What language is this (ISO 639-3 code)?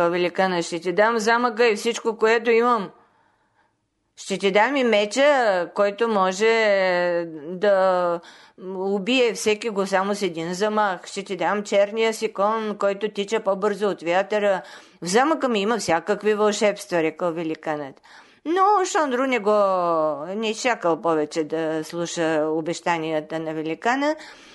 bul